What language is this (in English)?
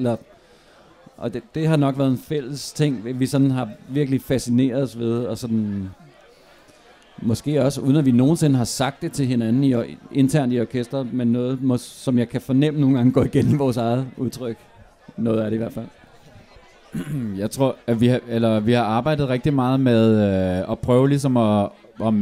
Danish